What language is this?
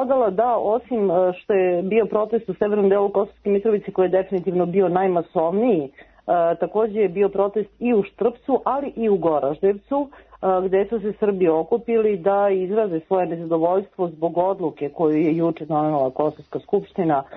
Serbian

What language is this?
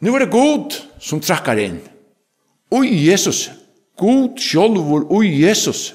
Faroese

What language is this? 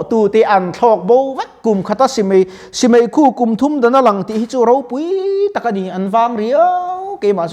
Mizo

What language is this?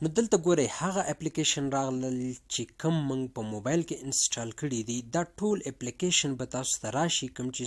Pashto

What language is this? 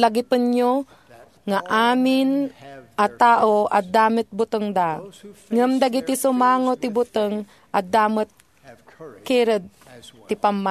Iloko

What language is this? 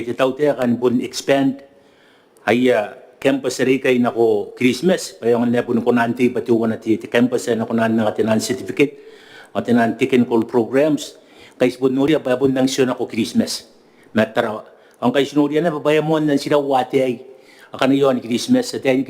Gilbertese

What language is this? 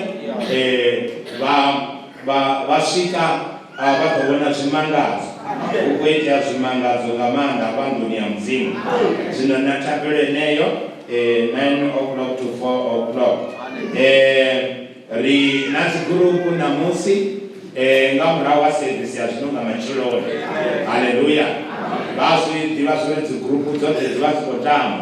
Venda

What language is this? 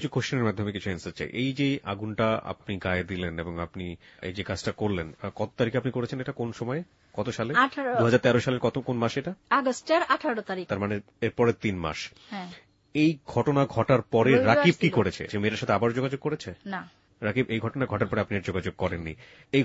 Bangla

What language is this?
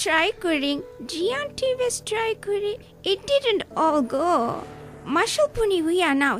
Divehi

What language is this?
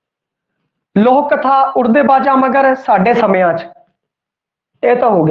Punjabi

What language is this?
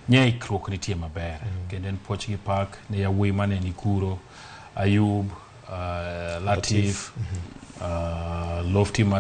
Luo (Kenya and Tanzania)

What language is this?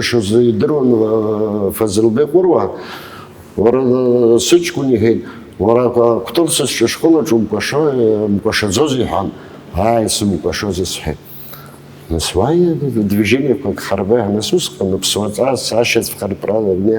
Abkhazian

